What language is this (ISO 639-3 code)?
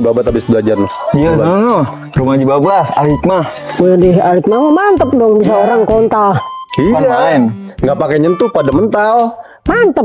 bew